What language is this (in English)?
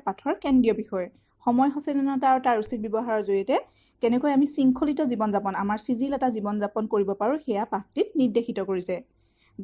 Assamese